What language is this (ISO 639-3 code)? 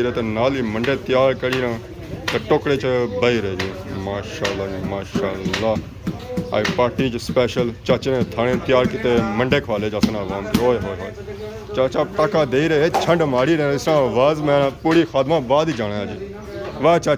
phr